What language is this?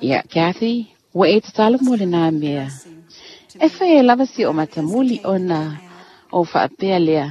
Samoan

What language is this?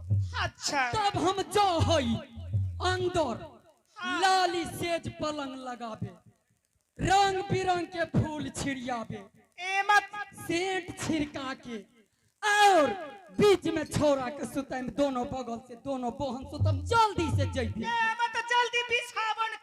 Angika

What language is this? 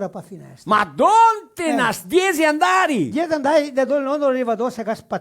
Venetian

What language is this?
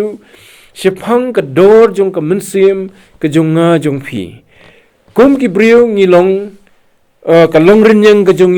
Khasi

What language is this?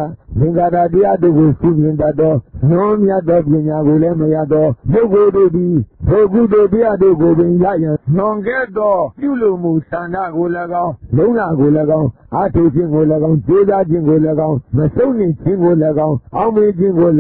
Burmese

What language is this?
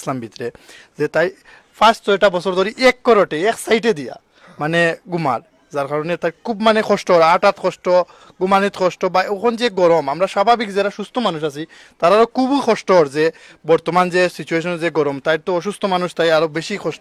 Sylheti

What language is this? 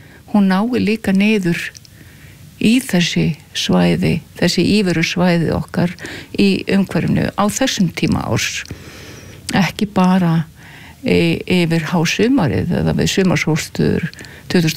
Icelandic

